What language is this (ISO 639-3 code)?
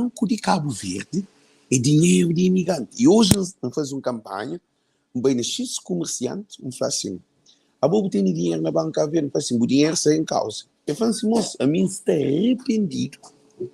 kea